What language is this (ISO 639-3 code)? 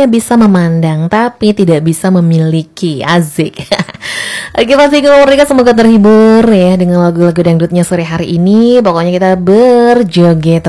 ind